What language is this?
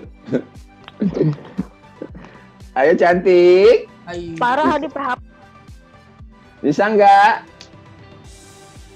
Indonesian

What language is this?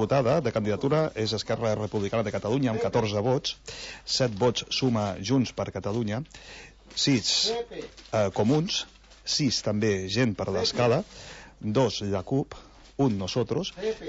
Catalan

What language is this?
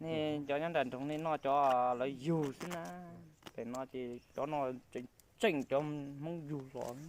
Hmong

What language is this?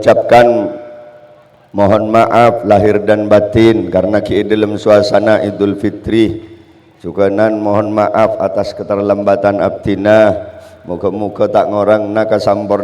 Madurese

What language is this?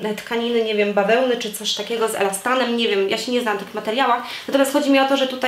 Polish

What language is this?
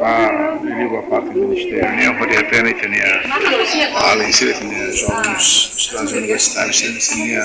Tetum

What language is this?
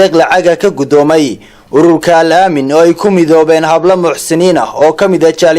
Somali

